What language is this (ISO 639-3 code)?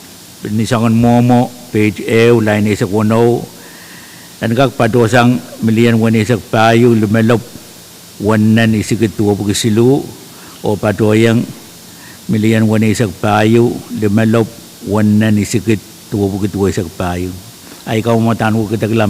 pon